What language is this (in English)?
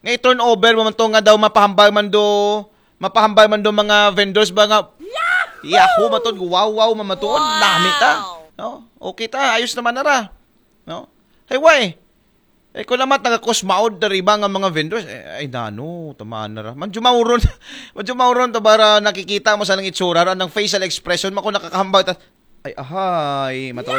Aklanon